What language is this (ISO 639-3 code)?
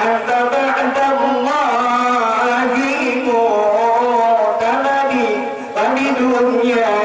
bjn